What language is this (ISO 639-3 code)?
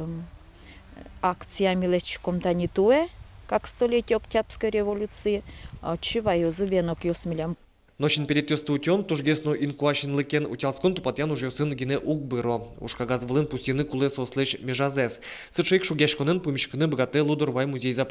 udm